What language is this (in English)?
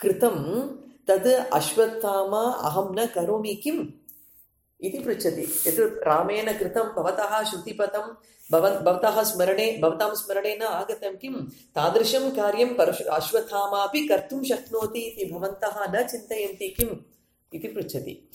Sanskrit